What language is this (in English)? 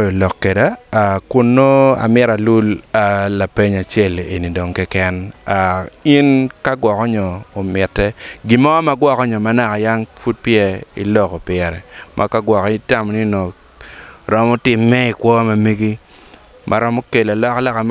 Acoli